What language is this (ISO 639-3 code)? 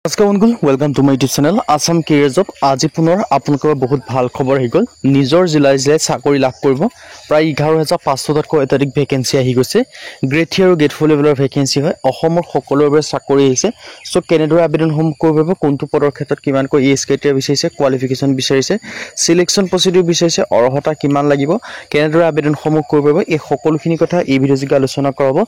asm